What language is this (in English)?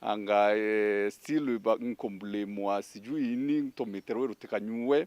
Meru